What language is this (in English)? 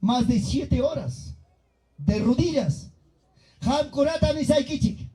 Ayacucho Quechua